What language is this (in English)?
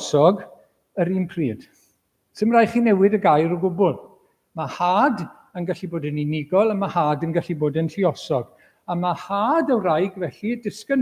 Welsh